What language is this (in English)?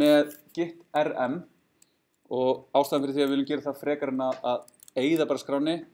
Icelandic